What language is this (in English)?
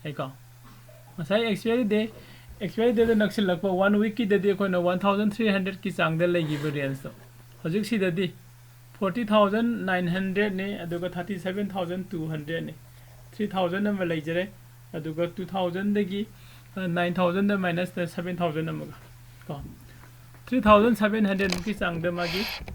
Manipuri